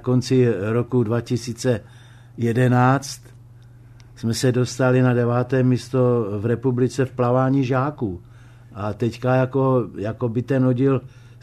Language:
Czech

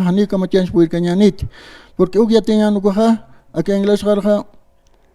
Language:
Aymara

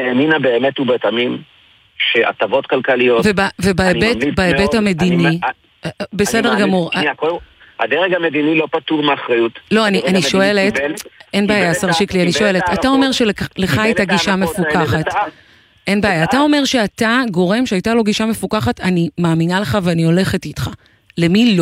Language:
Hebrew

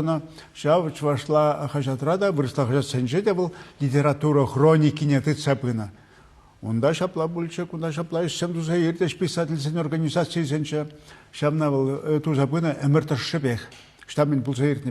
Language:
Chuvash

